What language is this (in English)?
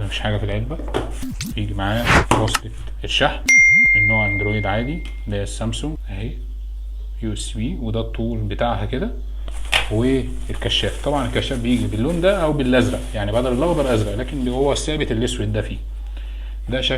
Egyptian Arabic